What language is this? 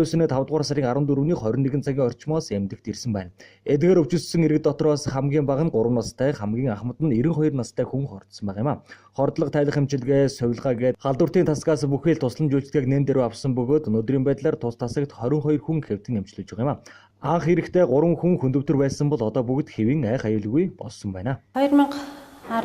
Mongolian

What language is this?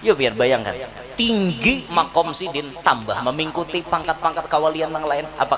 Banjar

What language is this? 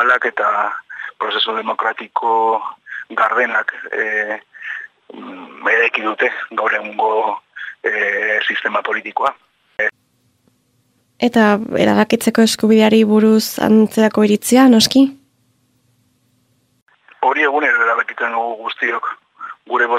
Basque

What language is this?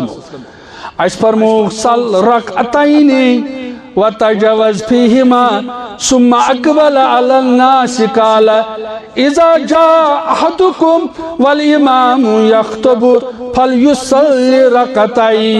Kashmiri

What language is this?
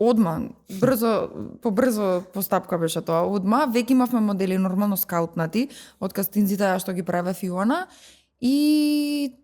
Macedonian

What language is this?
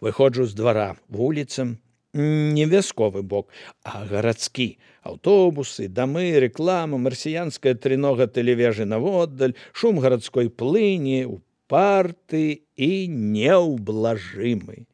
Belarusian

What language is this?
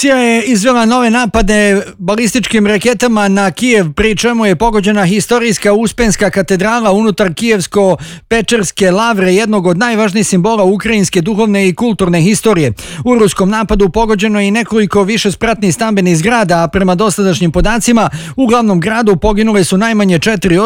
Bosnian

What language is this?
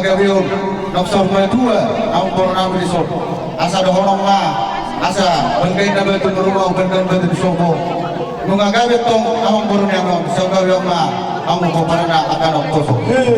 Batak Toba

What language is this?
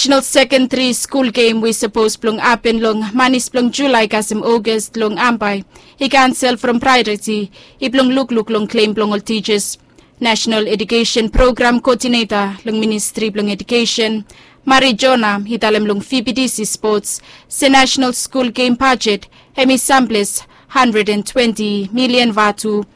Bislama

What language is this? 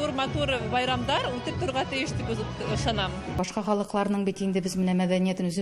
Tatar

